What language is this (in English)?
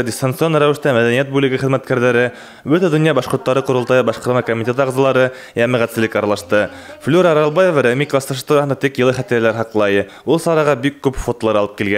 Bashkir